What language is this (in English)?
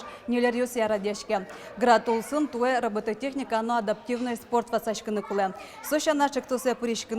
Udmurt